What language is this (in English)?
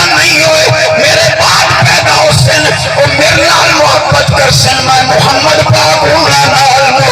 Saraiki